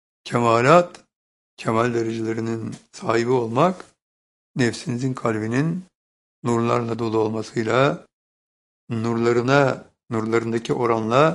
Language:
Turkish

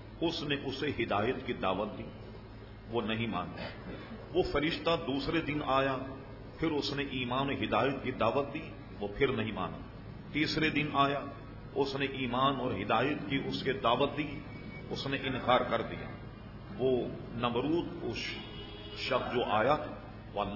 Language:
Urdu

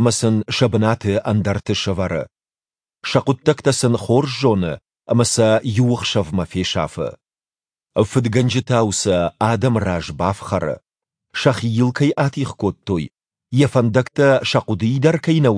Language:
Ossetic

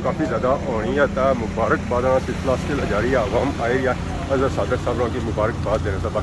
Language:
Pahari-Potwari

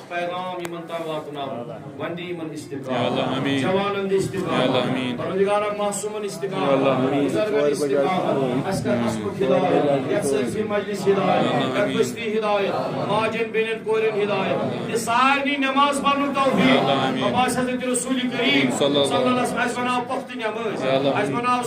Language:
Kashmiri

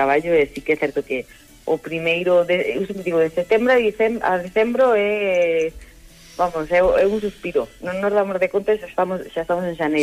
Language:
Galician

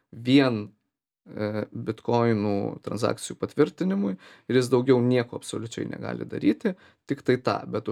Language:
Lithuanian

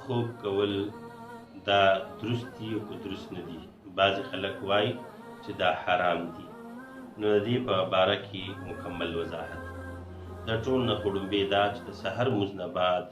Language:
Pashto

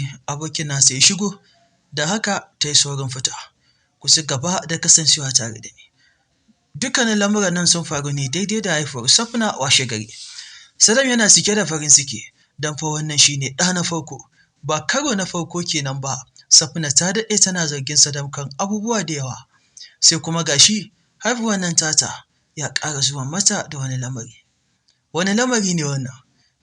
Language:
Hausa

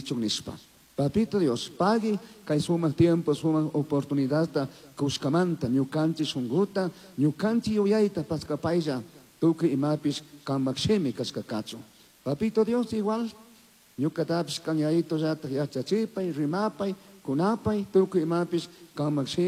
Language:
Chimborazo Highland Quichua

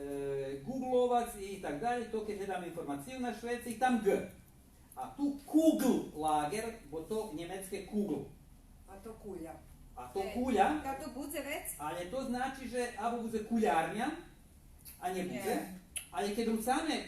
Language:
Rusyn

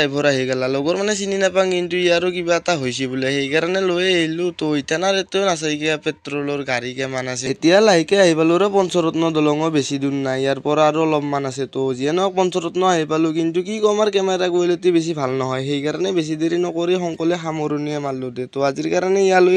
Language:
Assamese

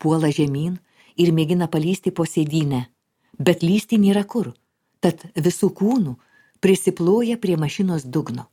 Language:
Lithuanian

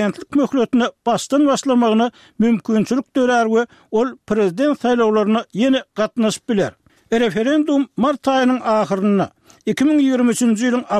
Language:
Turkmen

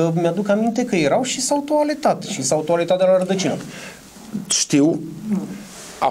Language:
Romanian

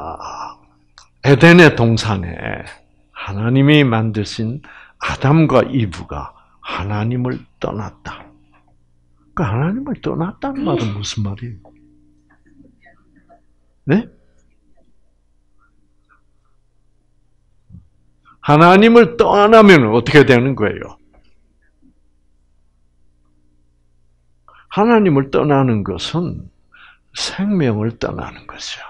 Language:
Korean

